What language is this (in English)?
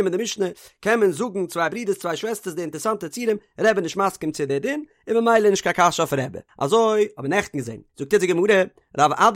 Yiddish